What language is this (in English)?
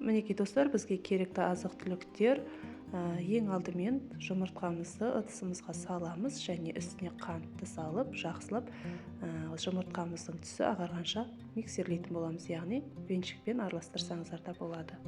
Kazakh